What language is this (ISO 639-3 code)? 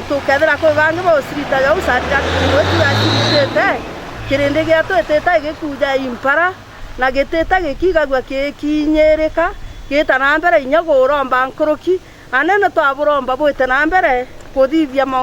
mer